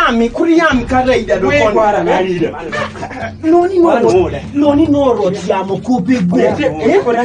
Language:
Kumam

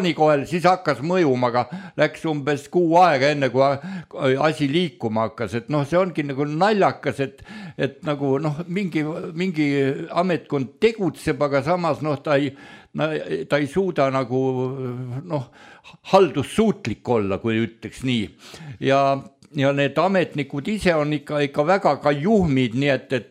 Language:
Estonian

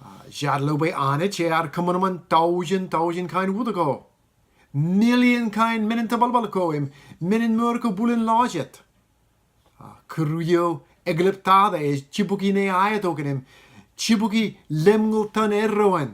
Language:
Marshallese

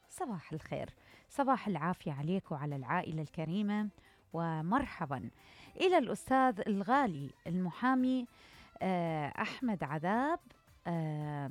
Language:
Mesopotamian Arabic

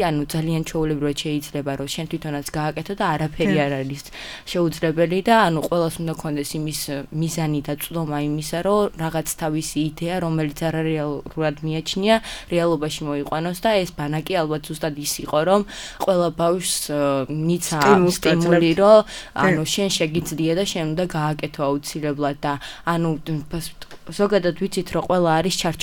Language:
Georgian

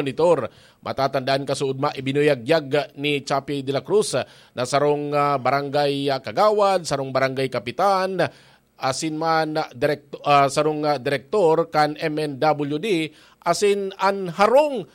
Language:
Bikol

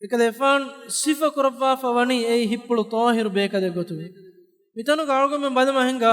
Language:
Divehi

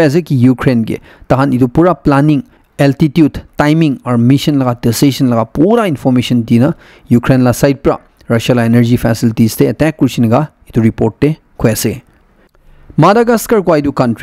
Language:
Naga Pidgin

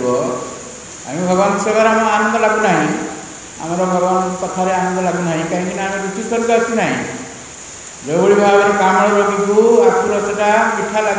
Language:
Odia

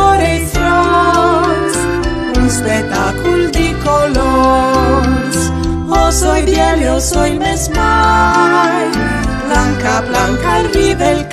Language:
Friulian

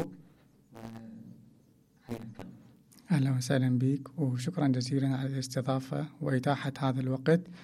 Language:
Mesopotamian Arabic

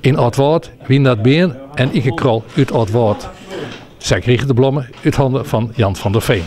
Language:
Western Frisian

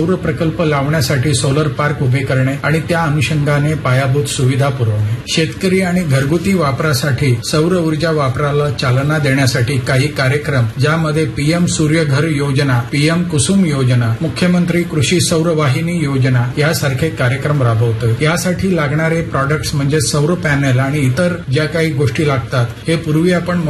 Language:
Marathi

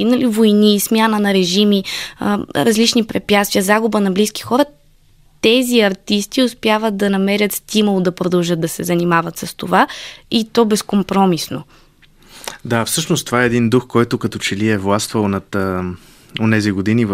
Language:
Bulgarian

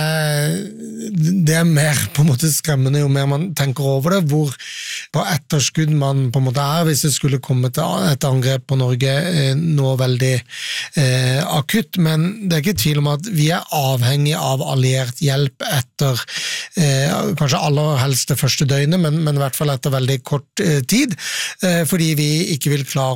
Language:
Norwegian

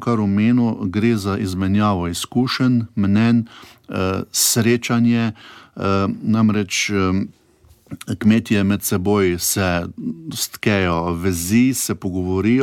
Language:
Slovenian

